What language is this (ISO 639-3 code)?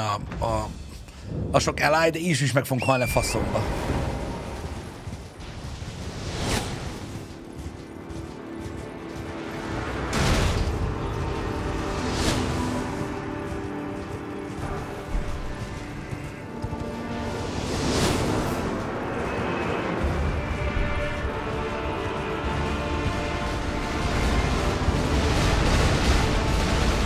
hun